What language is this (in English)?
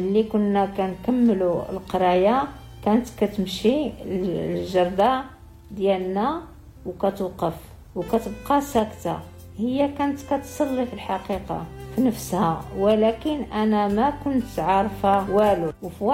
Moroccan Arabic